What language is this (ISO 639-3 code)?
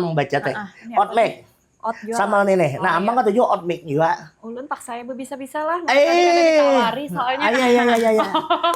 bjn